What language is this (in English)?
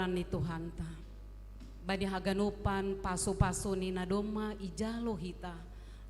Batak Simalungun